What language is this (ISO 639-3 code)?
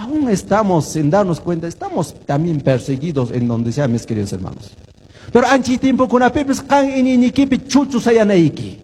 que